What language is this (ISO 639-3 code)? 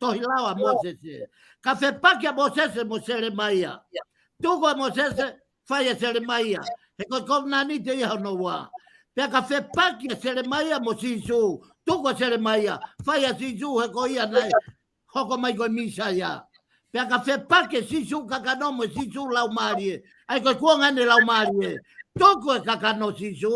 ton